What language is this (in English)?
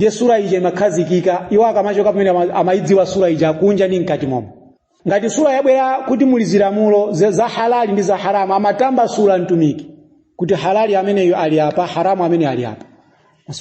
Nyanja